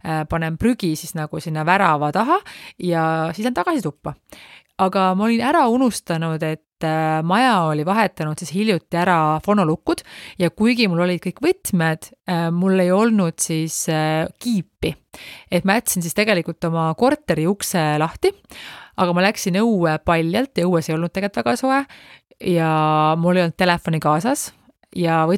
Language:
Estonian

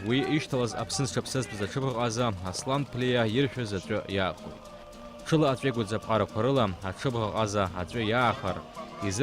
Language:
Abkhazian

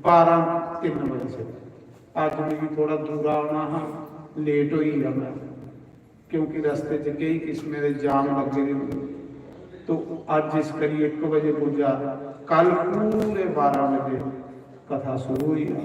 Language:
Dogri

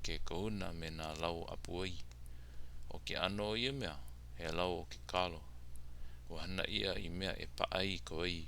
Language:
Hawaiian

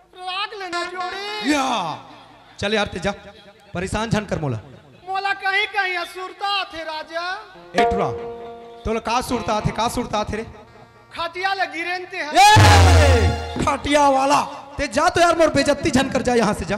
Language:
Chhattisgarhi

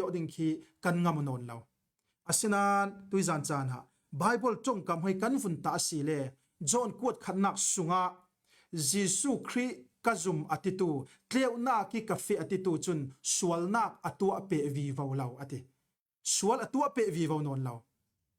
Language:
Falam Chin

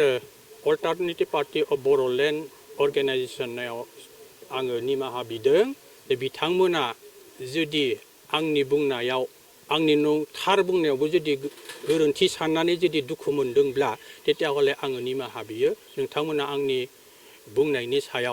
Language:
Bodo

